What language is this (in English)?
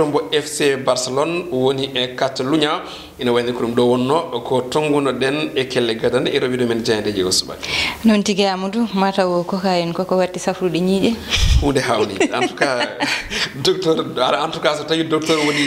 Fula